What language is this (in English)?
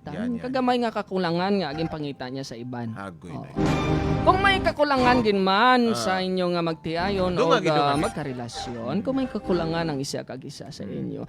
Hiligaynon